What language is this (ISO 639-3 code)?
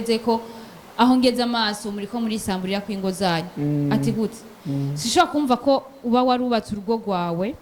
run